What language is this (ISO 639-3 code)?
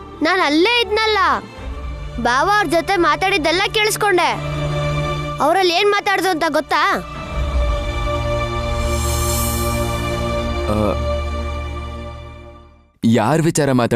kan